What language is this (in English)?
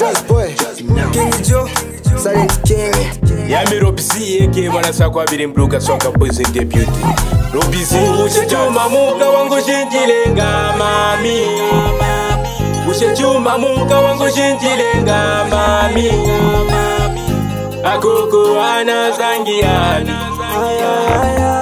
Swahili